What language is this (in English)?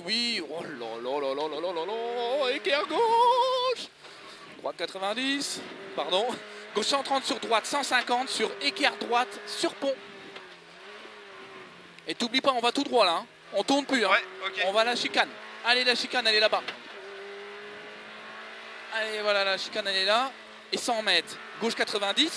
French